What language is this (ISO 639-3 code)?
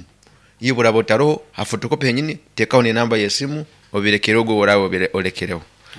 nyo